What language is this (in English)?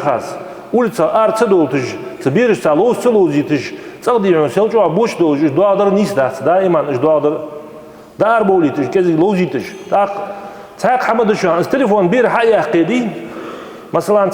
Ingush